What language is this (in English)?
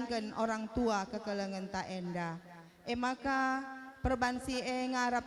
Batak Karo